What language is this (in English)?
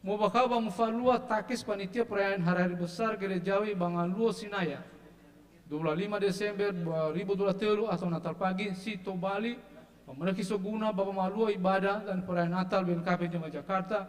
Nias